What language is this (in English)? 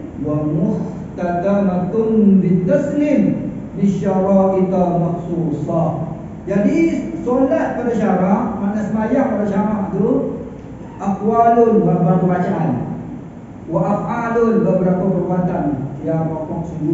Malay